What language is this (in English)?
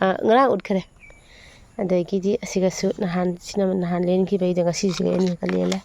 Manipuri